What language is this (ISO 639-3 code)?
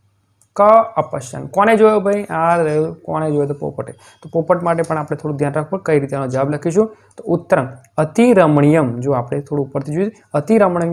guj